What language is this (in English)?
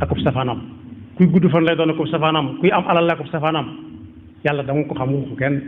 Wolof